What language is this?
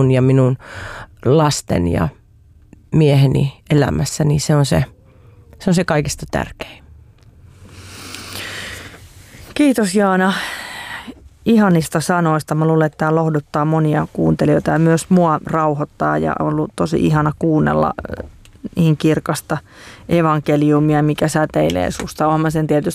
Finnish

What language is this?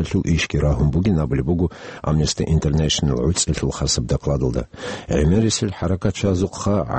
Avaric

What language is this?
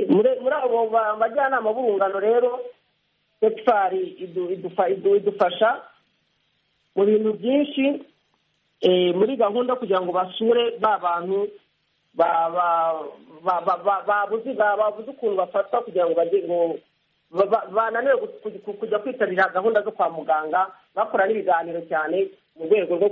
Kinyarwanda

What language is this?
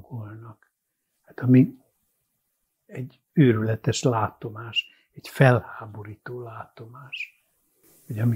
Hungarian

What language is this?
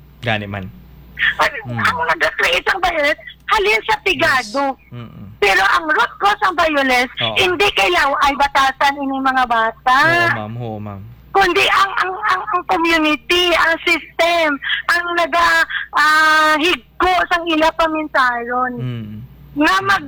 Hiligaynon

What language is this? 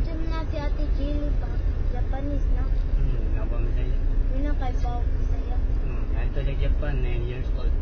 Cebuano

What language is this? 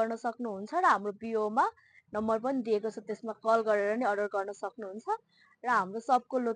Nepali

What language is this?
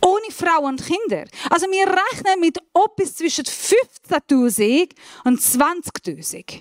Swiss German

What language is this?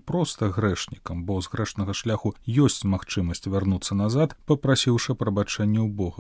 Belarusian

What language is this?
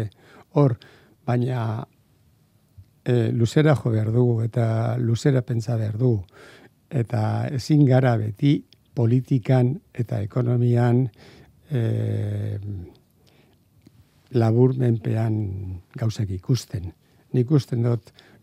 Basque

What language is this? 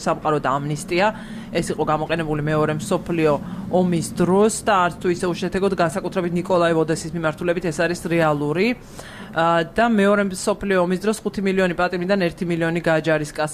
Georgian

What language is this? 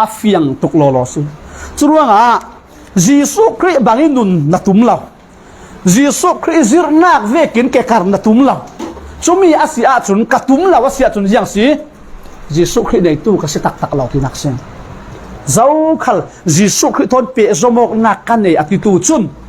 Falam Chin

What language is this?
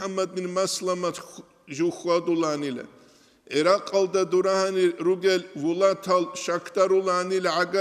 Avaric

